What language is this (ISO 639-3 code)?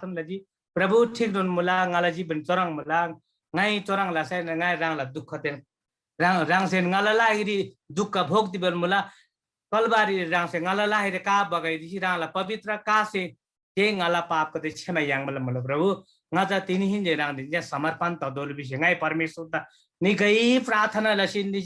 taj